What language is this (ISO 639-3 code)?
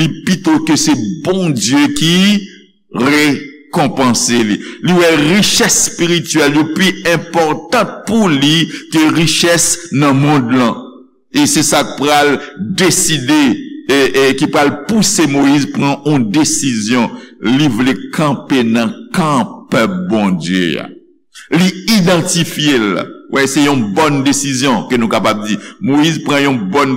hat